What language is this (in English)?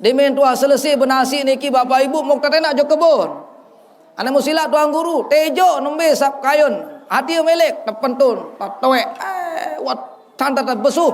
Sasak